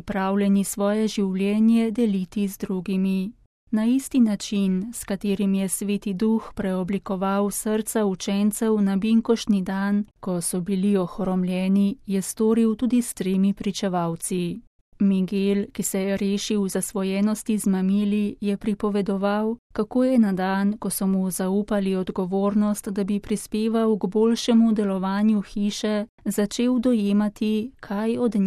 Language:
Slovenian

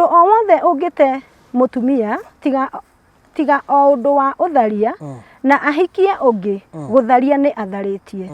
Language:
Kikuyu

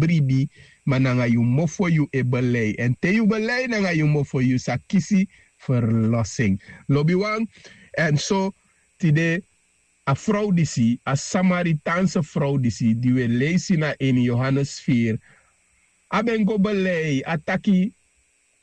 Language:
Sranan Tongo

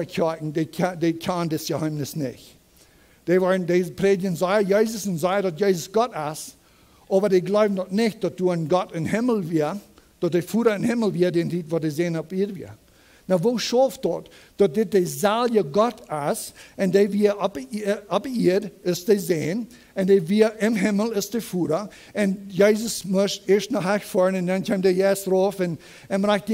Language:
Plautdietsch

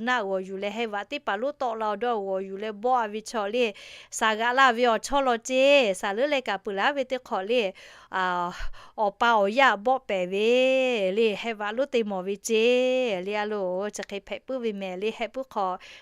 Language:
Lahu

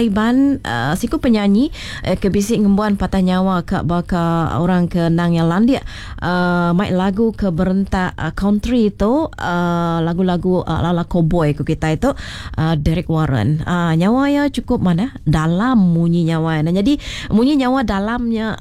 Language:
Iban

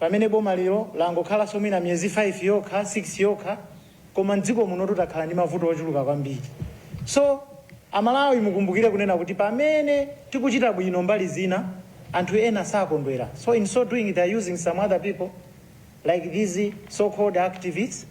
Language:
Nyanja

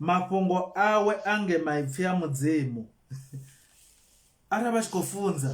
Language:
Venda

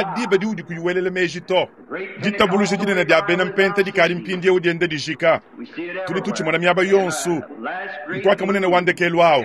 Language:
Luba-Lulua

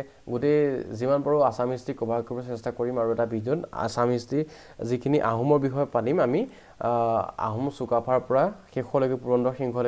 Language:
Assamese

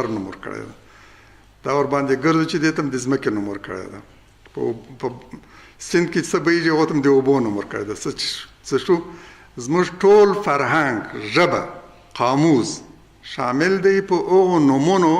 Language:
Pashto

